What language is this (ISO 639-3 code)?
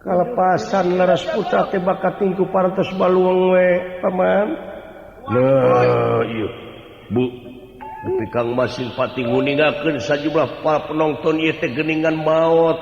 sun